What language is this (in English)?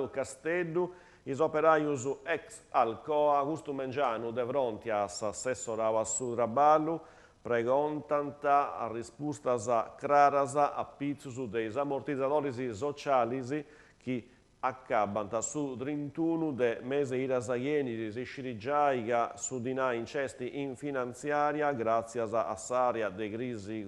Sardinian